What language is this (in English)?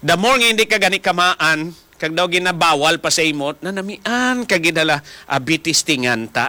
Hiligaynon